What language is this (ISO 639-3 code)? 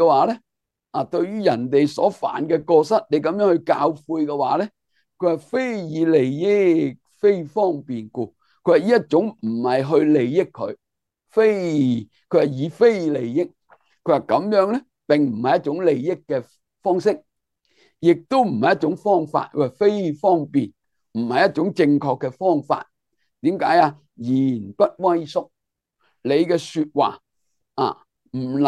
yue